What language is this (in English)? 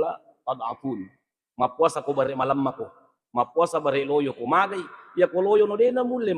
Buginese